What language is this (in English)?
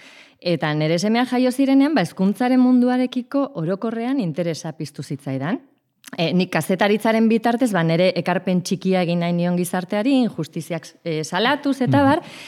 Basque